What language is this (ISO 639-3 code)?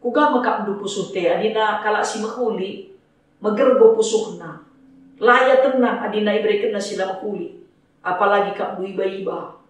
btx